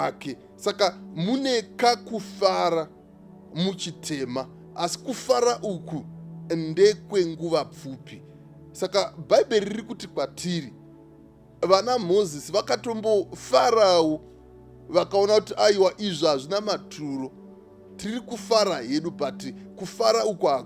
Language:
Shona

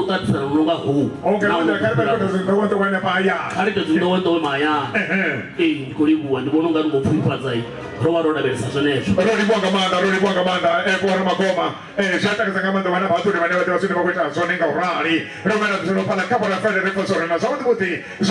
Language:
Venda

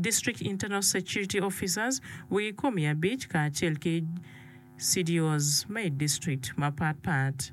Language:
Acoli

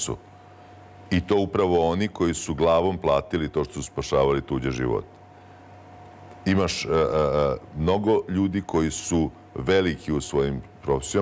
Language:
Serbian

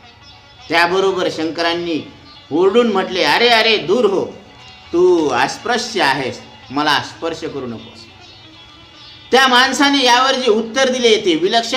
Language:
Marathi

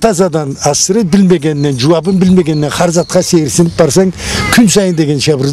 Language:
Karachay-Balkar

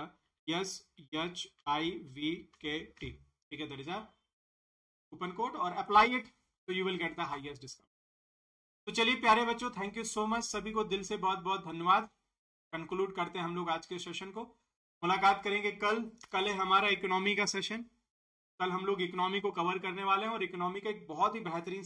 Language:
Hindi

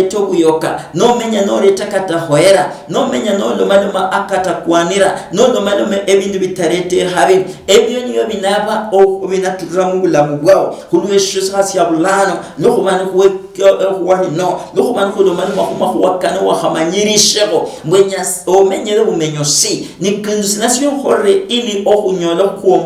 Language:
Luyia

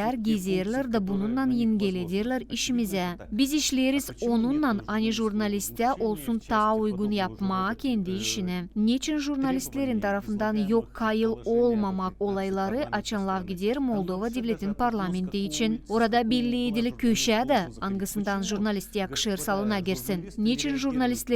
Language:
Gagauz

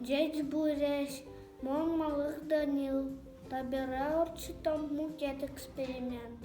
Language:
Udmurt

